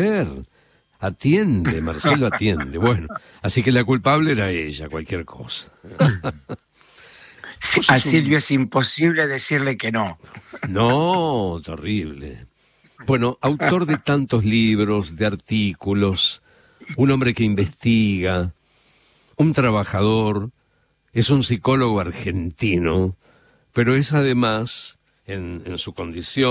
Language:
Spanish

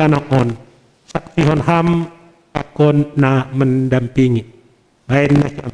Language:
Batak Simalungun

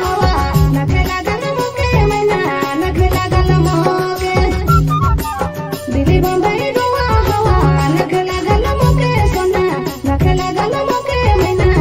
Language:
Sadri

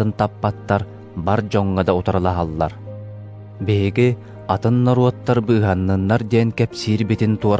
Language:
Yakut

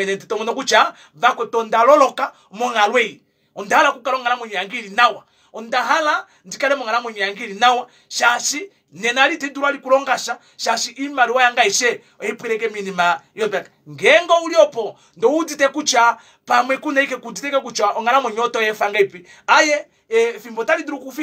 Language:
Kuanyama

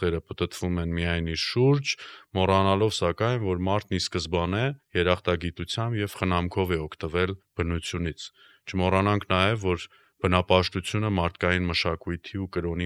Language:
Armenian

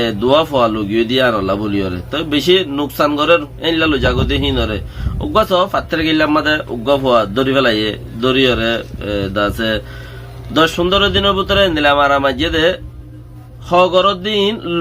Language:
Rohingya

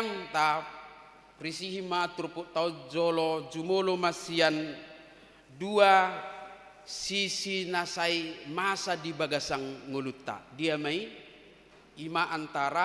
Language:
Batak Toba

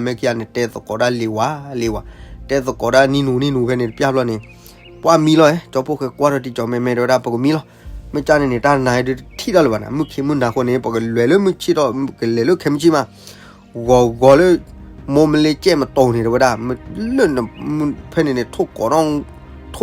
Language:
S'gaw Karen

